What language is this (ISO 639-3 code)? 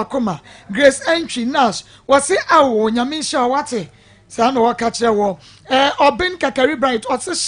aka